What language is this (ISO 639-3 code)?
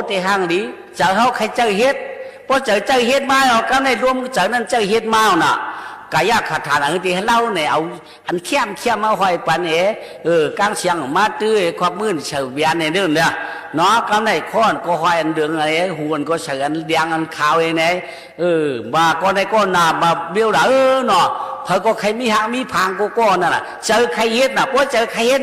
shn